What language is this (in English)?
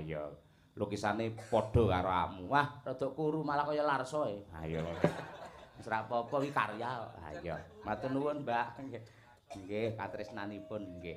Javanese